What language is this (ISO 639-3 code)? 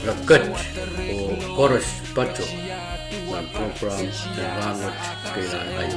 pon